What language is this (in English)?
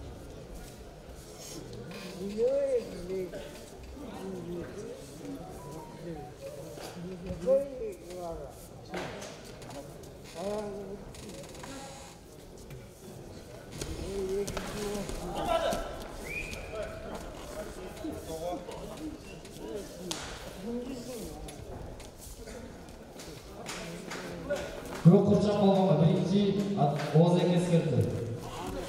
Kazakh